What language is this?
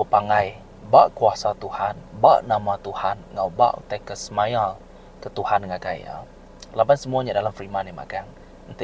Iban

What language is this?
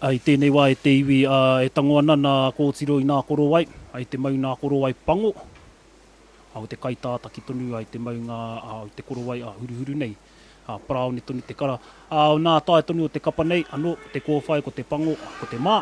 Māori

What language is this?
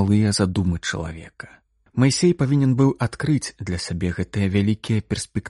Belarusian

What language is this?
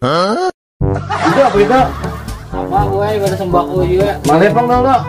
Banjar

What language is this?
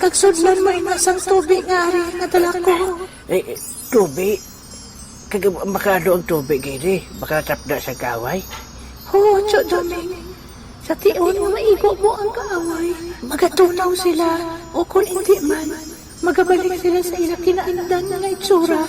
Hiligaynon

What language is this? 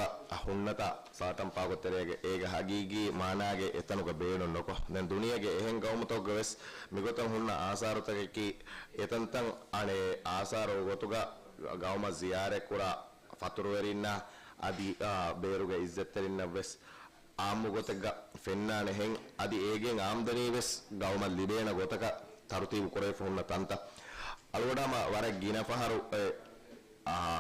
Divehi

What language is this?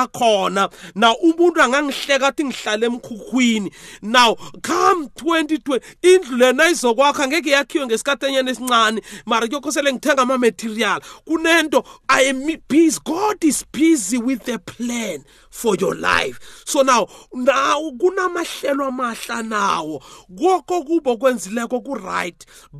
South Ndebele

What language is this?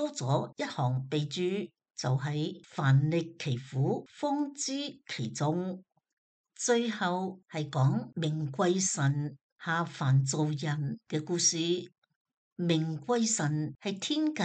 Cantonese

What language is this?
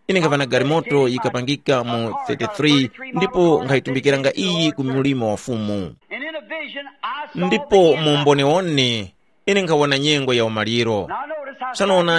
Tumbuka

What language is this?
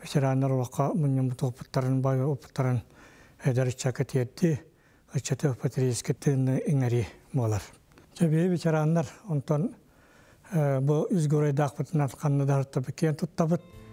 Yakut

